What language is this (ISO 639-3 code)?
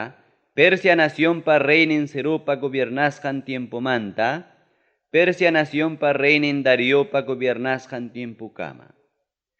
quy